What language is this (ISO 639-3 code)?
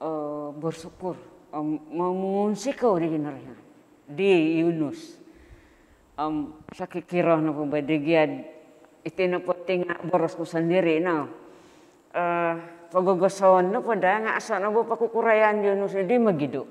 dtp